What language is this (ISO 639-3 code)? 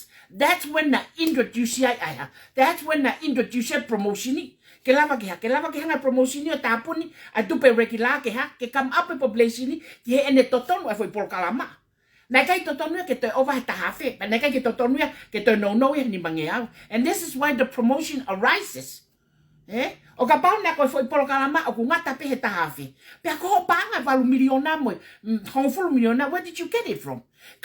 ton